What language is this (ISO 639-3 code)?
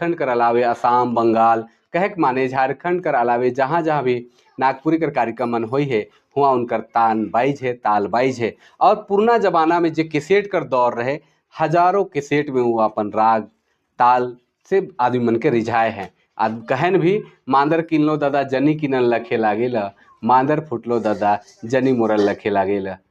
sck